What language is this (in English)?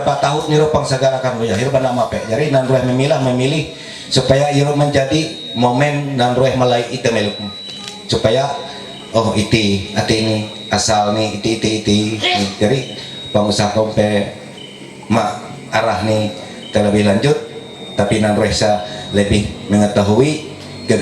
Ma'anyan